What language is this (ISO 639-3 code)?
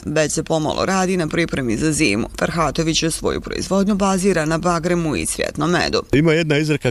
bos